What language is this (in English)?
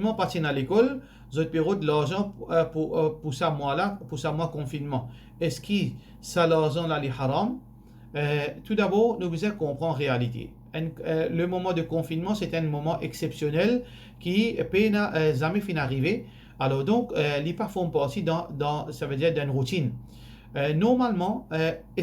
Morisyen